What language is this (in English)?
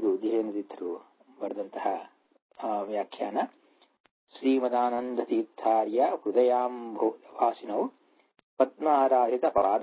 Kannada